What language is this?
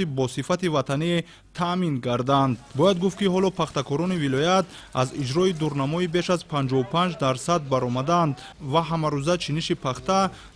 Tajik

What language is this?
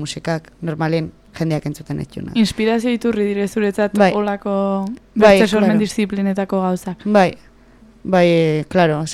Basque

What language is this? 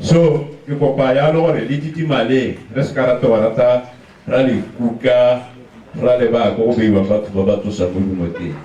Tswana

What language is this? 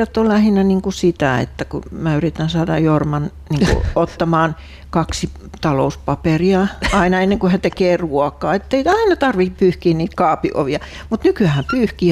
Finnish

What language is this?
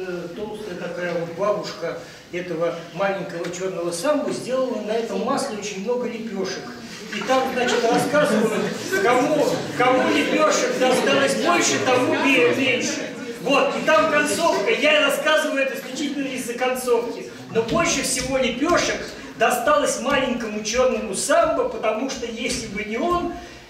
Russian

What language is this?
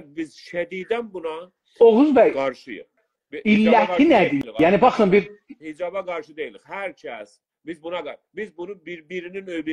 South Azerbaijani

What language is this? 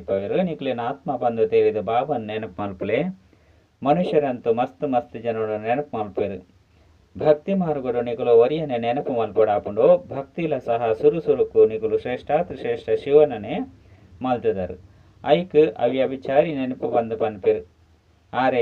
Tulu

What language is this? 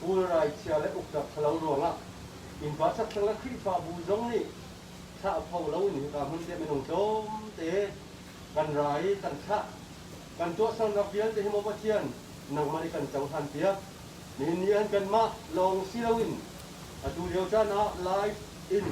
Hakha Chin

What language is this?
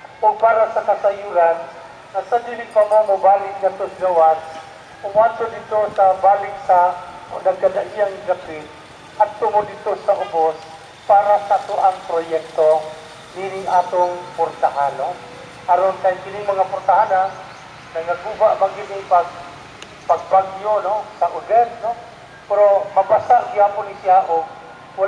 Cebuano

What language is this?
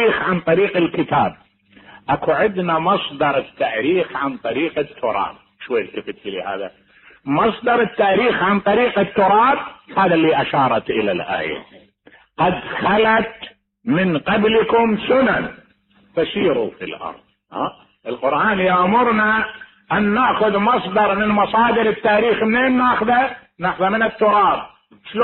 Mesopotamian Arabic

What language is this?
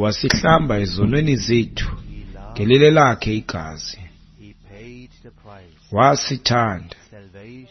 Xhosa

